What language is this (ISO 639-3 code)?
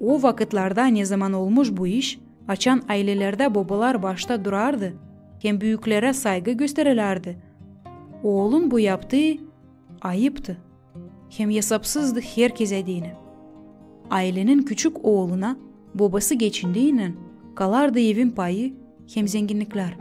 gag